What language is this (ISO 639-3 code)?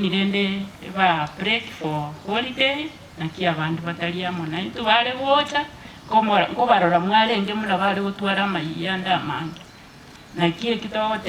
guz